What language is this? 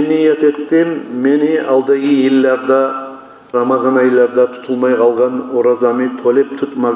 Kumyk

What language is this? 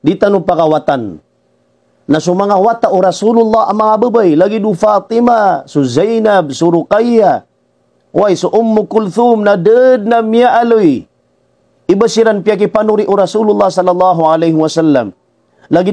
Maranao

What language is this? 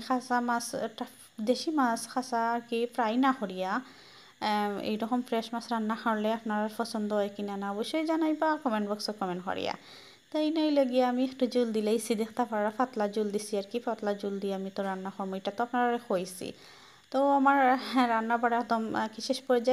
Sylheti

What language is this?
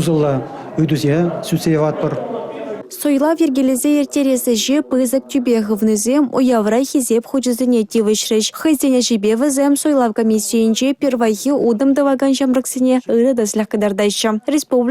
Chuvash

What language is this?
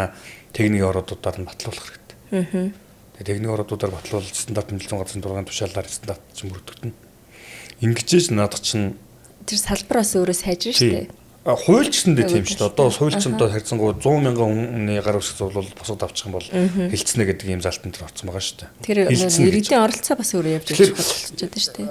Mongolian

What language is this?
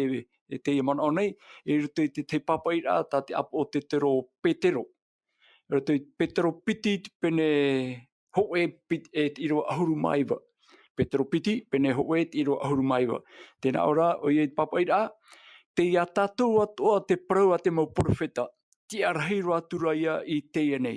Tahitian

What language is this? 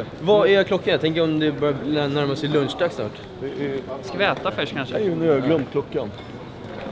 Swedish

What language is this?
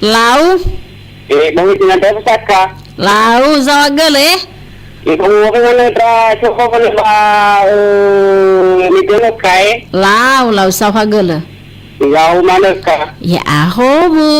Nias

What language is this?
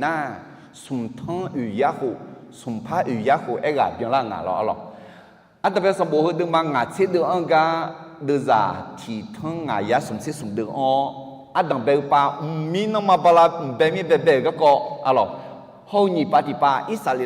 Akha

